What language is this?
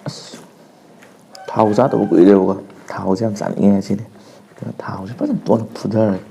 Manipuri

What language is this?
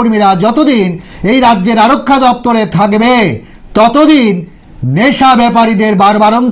Bangla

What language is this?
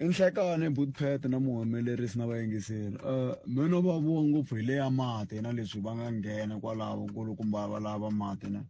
Tsonga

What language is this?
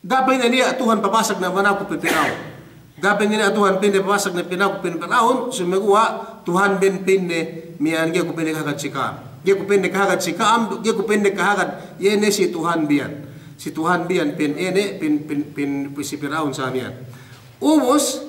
Yakan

